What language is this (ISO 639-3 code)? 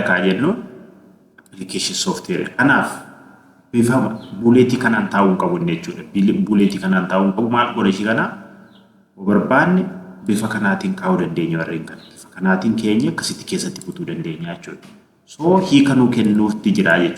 orm